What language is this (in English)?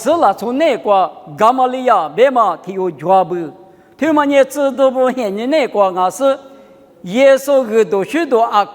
Lisu